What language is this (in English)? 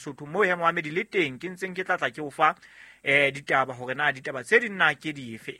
Southern Sotho